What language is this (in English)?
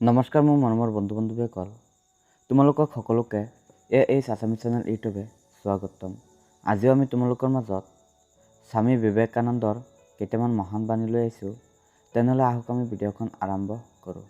Assamese